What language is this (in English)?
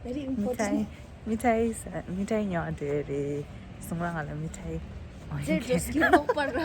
Tibetan